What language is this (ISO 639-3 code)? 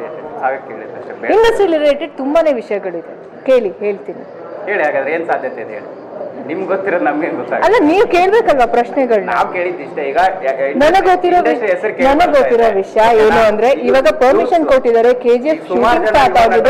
kan